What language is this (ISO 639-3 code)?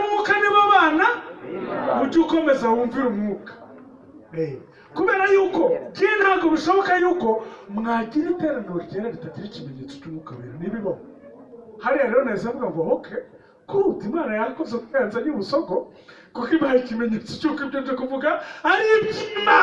kin